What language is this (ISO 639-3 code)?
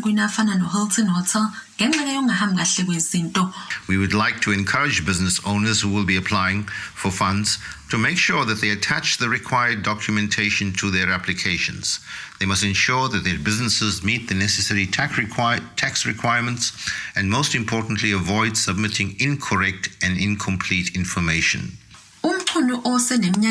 zul